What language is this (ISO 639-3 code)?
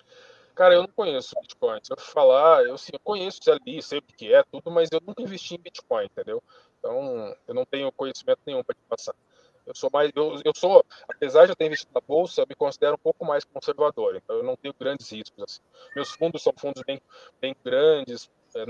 por